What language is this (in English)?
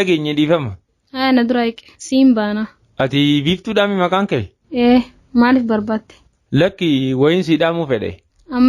Oromo